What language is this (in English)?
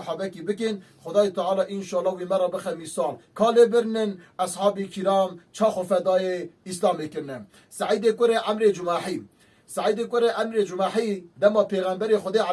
Kurdish